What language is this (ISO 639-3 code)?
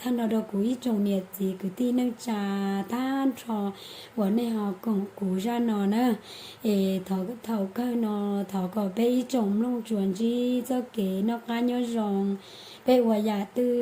hmn